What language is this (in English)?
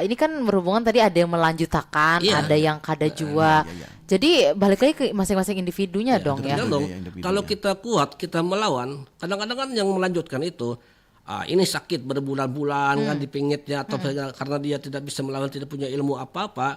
Banjar